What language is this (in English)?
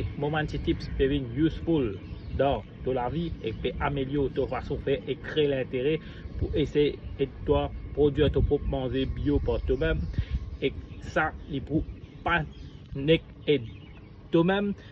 Morisyen